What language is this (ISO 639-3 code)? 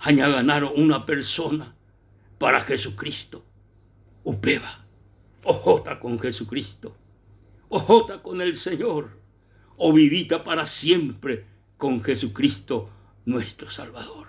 grn